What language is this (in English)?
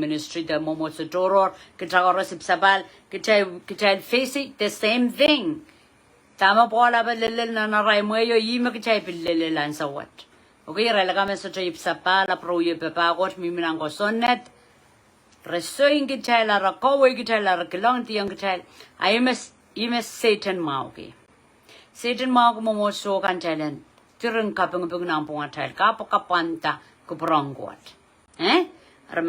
Pohnpeian